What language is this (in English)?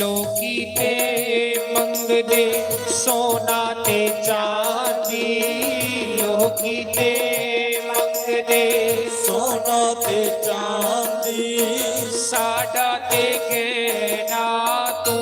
Dogri